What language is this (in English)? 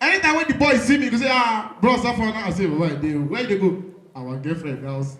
Nigerian Pidgin